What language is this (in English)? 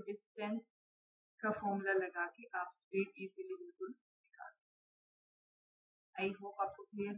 Hindi